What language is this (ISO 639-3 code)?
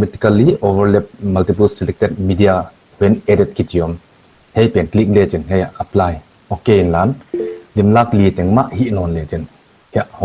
pck